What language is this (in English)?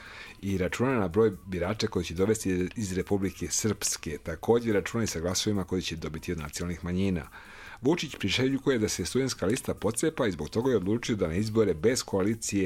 Serbian